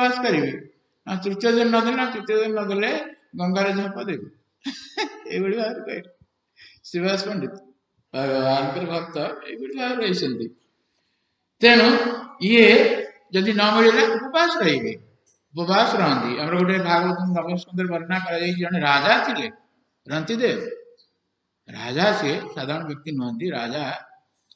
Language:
Odia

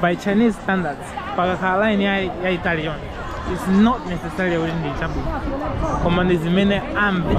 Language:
Nyanja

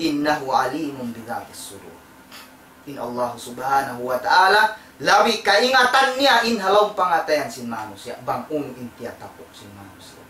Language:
Tausug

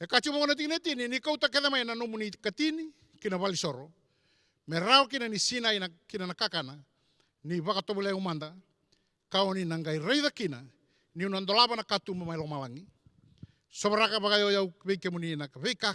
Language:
Fijian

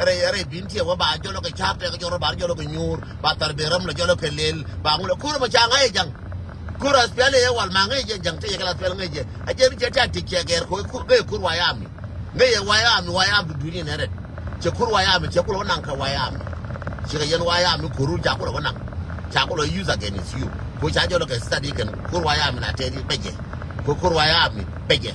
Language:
Nuer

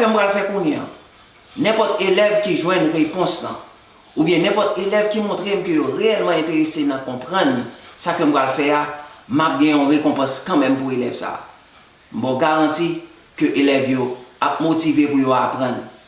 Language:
Haitian Creole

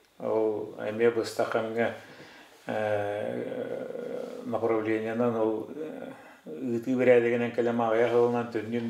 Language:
Yakut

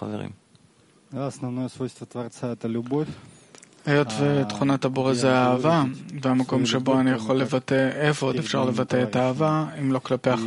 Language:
Hebrew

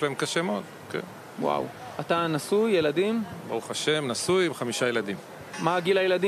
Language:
Hebrew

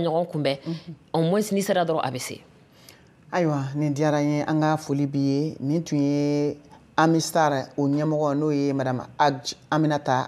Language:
Bambara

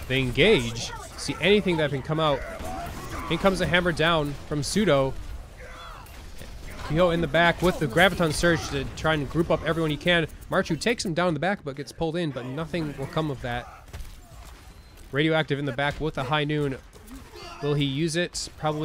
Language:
English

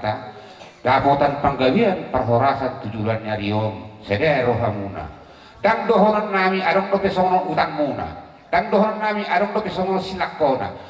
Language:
Batak Toba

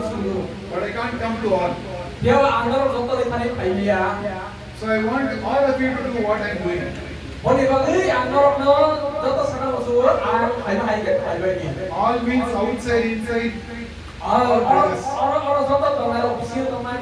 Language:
Kok Borok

